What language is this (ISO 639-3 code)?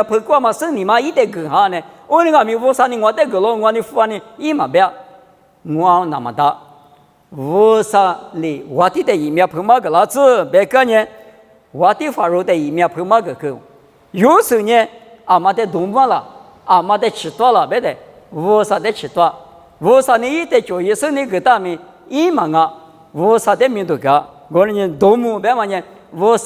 lis